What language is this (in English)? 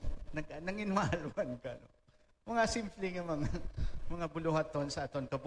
Hiligaynon